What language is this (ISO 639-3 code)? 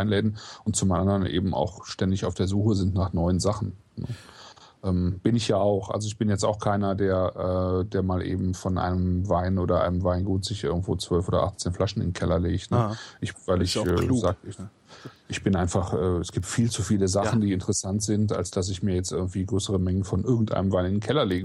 deu